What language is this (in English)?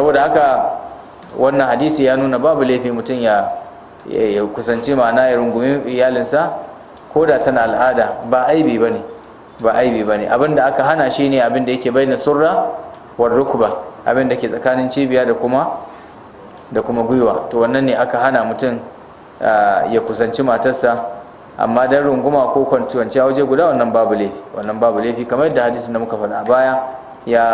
Hausa